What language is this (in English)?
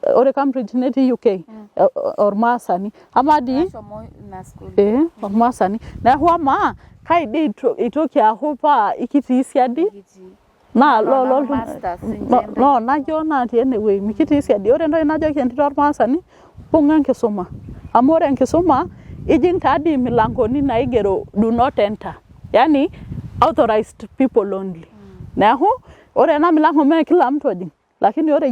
Masai